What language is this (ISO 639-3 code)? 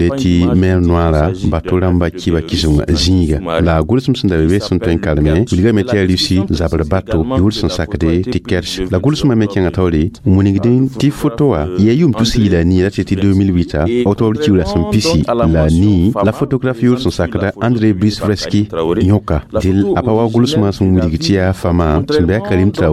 mos